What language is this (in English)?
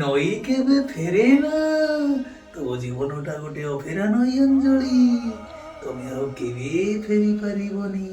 Odia